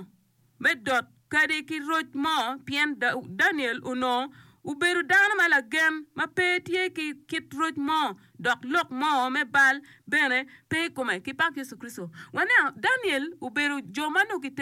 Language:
Acoli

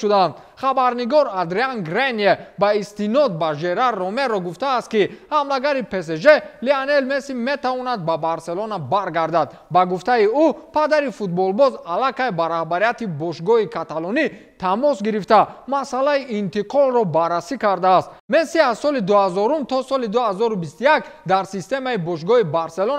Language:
Tajik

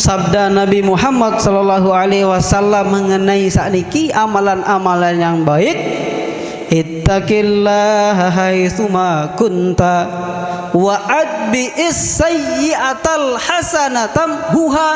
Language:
Sasak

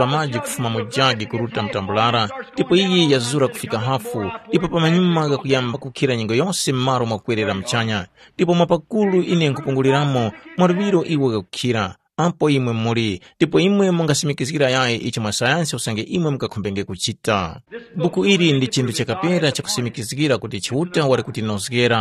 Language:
Tumbuka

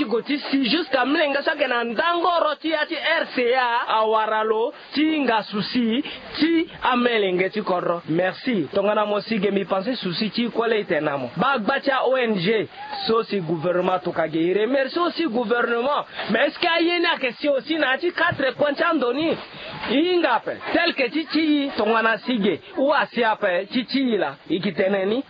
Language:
Sango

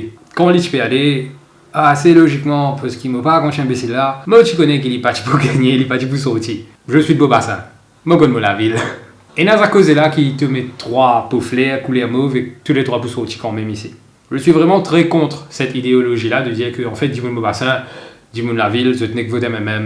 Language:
Morisyen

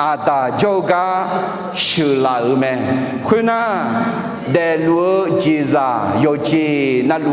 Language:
Akha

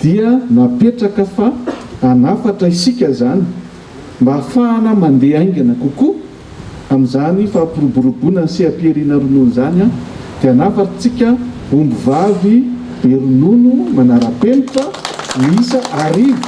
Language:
Malagasy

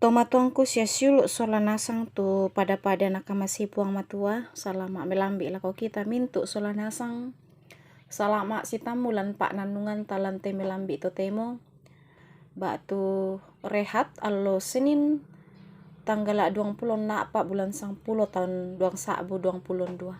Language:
Toraja-Sa'dan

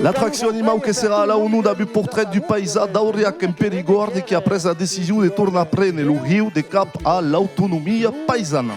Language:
Occitan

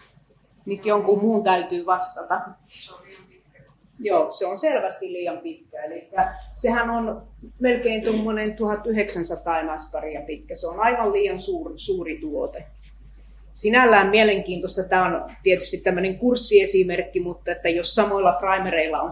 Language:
Finnish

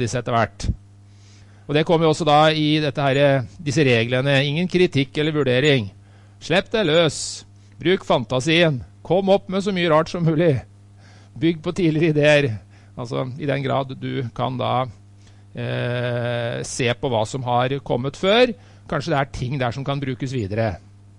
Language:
Norwegian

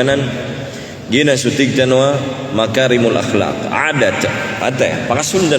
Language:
Maranao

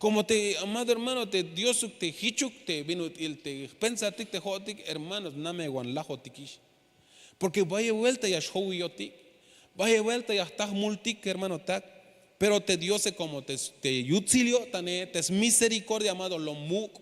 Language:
Tzeltal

